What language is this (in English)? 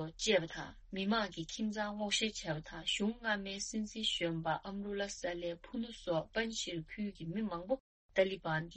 Tibetan